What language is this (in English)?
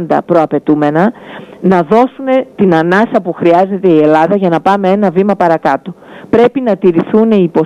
Greek